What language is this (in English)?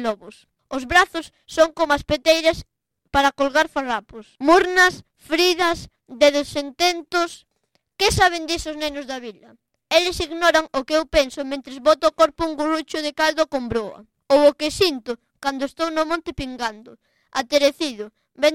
Galician